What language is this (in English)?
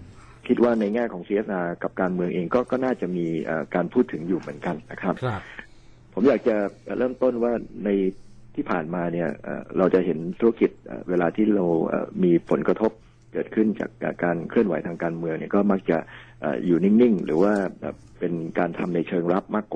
Thai